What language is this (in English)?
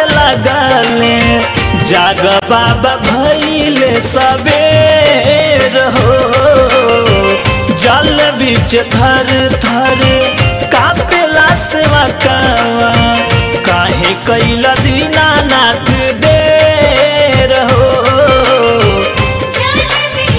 Bhojpuri